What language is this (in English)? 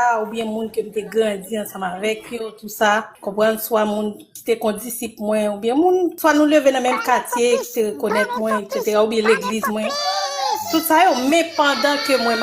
Haitian Creole